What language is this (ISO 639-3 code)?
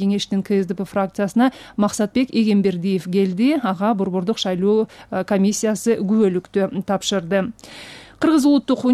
kir